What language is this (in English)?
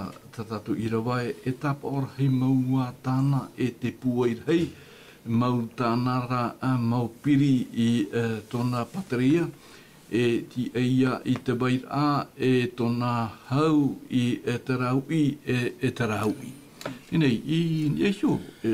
Tahitian